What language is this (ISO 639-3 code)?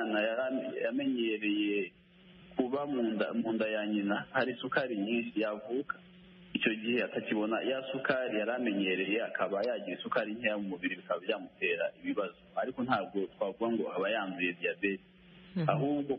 kin